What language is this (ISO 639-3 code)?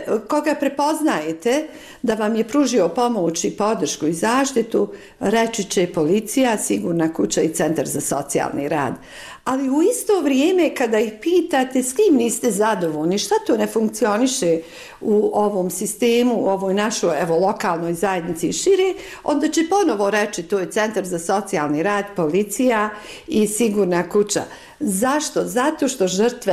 bos